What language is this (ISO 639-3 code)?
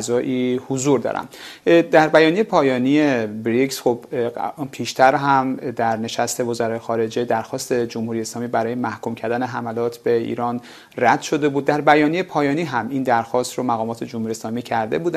fas